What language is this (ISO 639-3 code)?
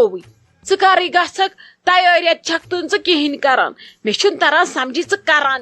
kas